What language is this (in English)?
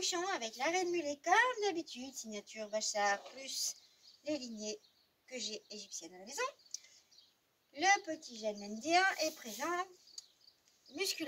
French